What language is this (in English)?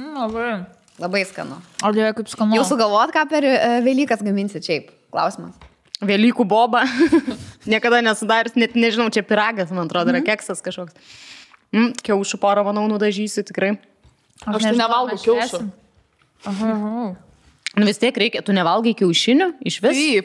Lithuanian